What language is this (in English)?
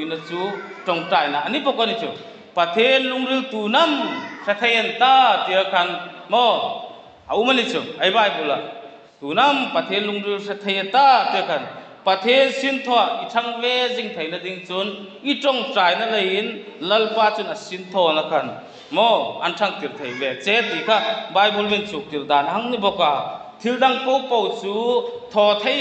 Hmar